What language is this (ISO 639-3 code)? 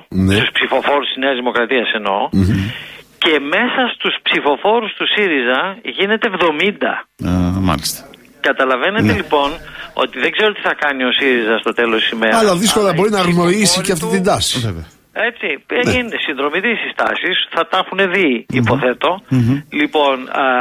ell